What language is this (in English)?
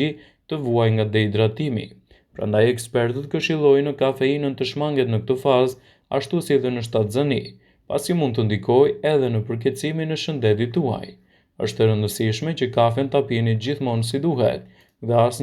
Albanian